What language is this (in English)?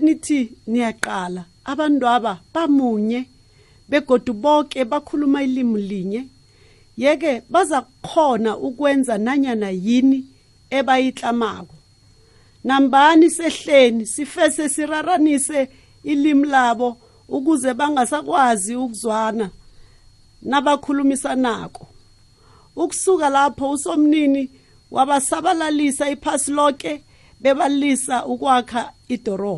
South Ndebele